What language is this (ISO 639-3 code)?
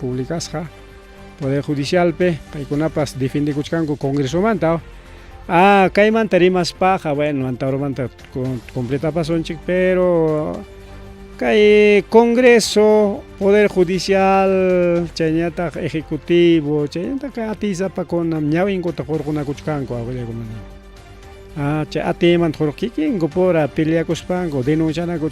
quy